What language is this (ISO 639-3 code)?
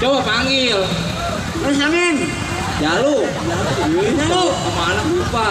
bew